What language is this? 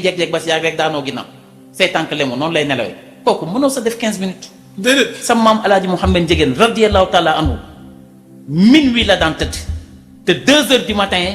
Wolof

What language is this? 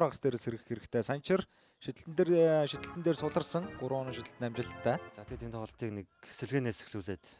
Mongolian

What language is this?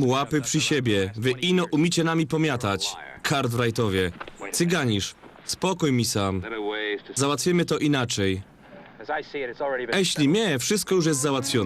Silesian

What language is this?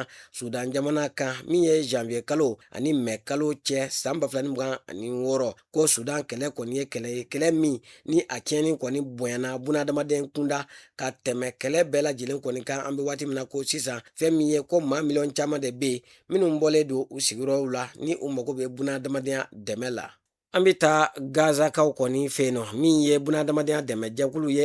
Bambara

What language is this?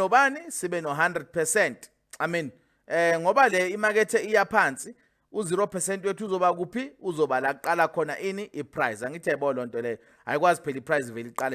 Zulu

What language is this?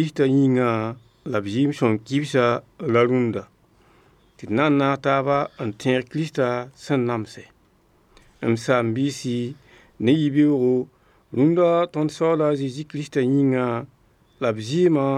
Mossi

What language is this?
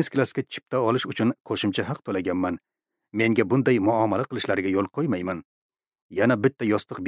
Uzbek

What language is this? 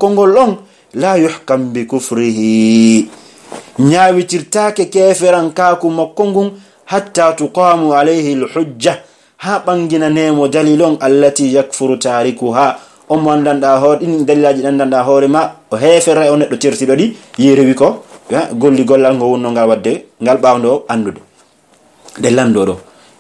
Pular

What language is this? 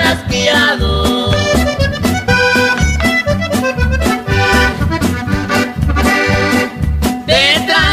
Spanish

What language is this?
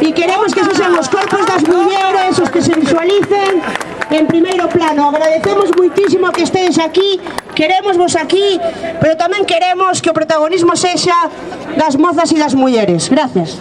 Galician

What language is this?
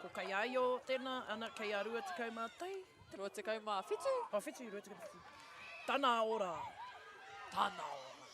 Māori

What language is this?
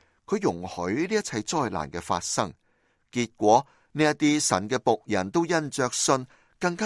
Cantonese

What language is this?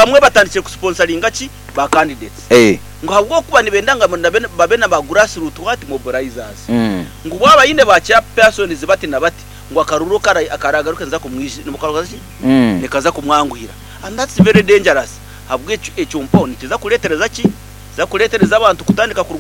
Nyankole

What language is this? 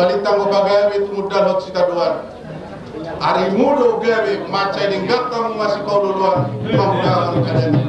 Batak Toba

